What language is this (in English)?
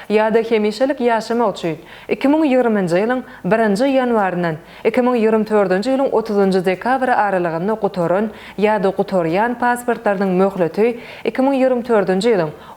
Turkmen